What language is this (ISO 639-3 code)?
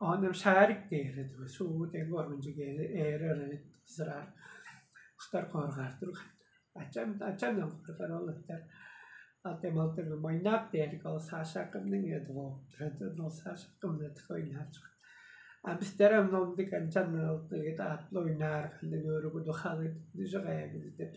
tyv